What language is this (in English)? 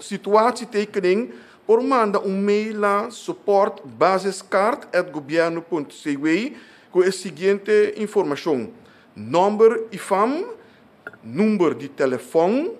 Papiamento